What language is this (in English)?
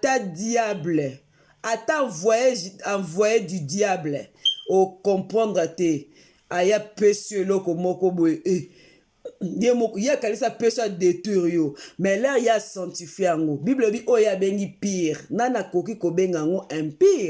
Lingala